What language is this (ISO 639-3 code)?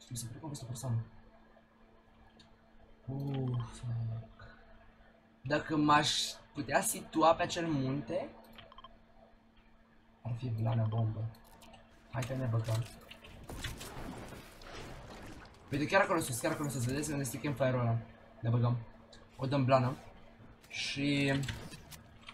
ron